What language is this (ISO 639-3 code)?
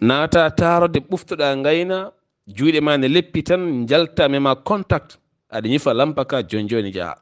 ful